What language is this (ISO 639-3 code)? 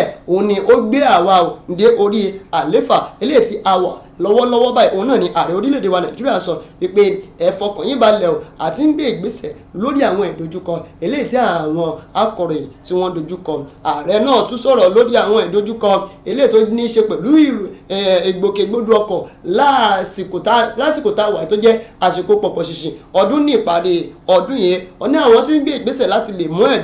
yor